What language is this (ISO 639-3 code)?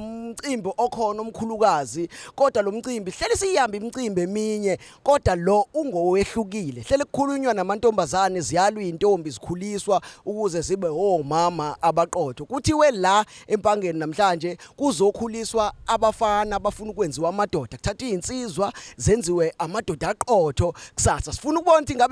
zul